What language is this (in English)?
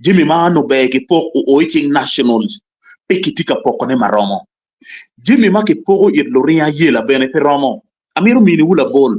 Acoli